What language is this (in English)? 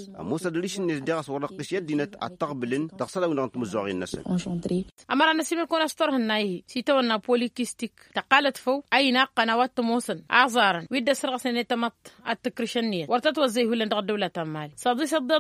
Tamasheq